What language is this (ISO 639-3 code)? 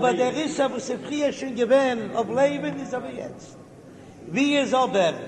yid